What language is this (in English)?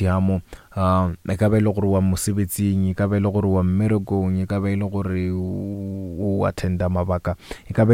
Northern Sotho